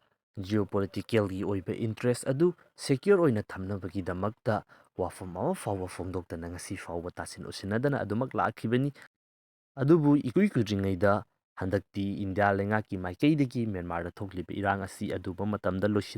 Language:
Manipuri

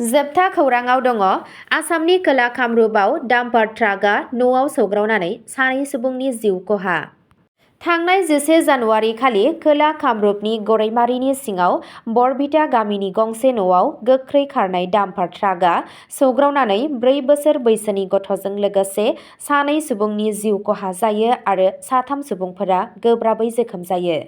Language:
Bodo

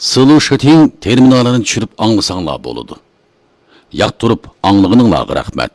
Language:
Uyghur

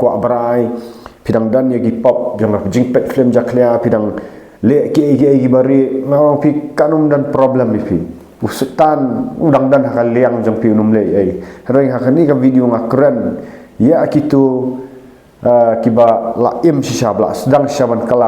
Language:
Khasi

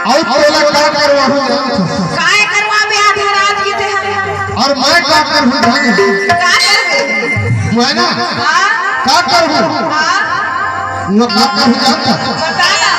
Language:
Chhattisgarhi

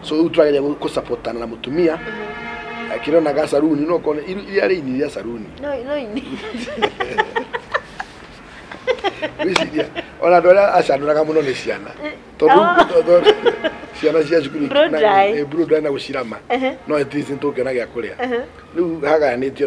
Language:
Kikuyu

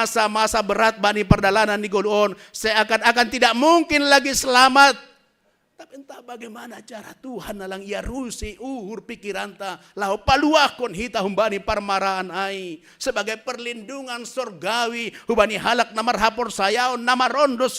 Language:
Batak Simalungun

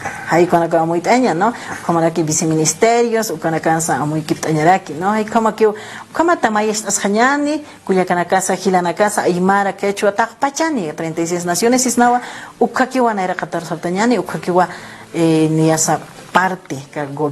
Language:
Aymara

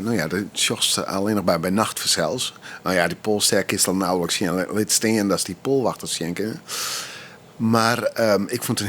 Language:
Western Frisian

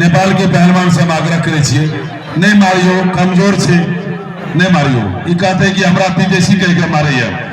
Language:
Maithili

